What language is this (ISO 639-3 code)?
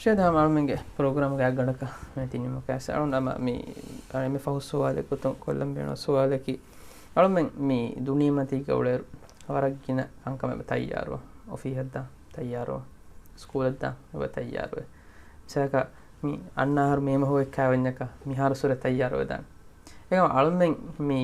div